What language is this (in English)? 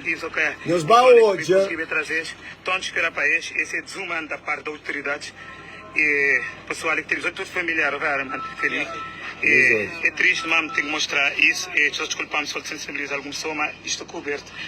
Kabuverdianu